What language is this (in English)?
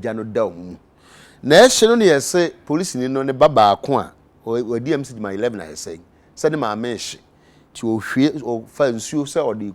Akan